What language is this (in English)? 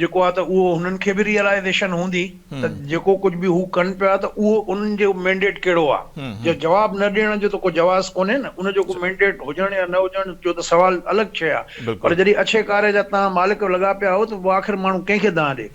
Sindhi